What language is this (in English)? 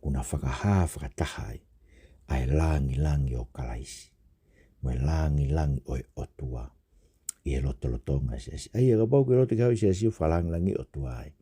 Tongan